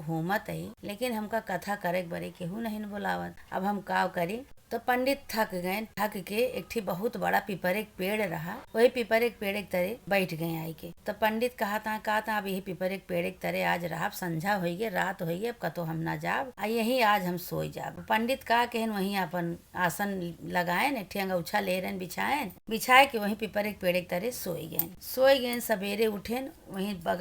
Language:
Awadhi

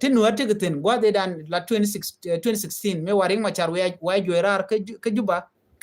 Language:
Nuer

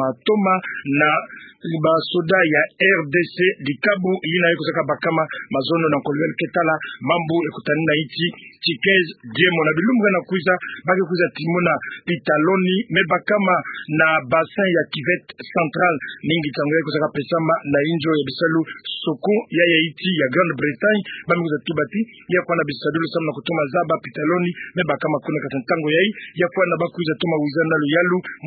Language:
Kituba (Democratic Republic of Congo)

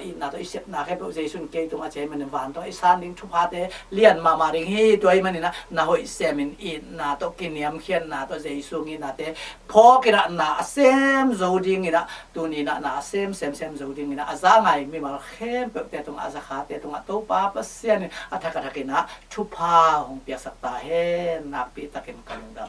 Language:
Tedim Chin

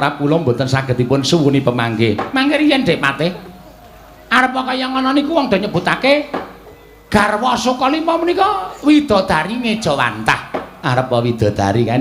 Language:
Javanese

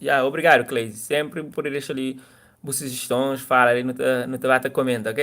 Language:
Kabuverdianu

